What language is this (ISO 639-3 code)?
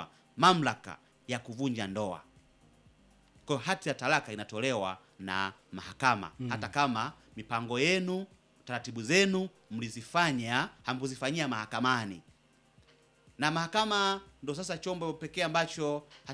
swa